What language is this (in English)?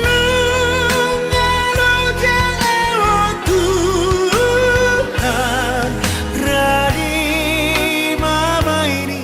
Batak Toba